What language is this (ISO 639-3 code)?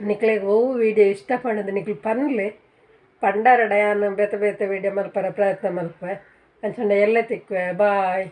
tcy